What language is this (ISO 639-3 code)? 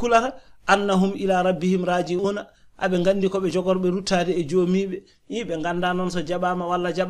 ful